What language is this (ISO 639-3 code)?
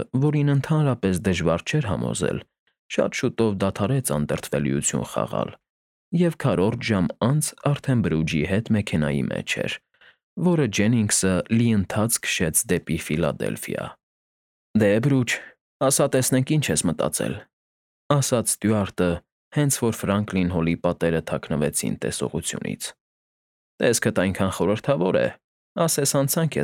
hye